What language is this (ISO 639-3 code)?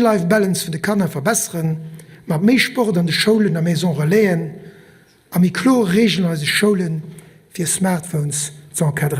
ltz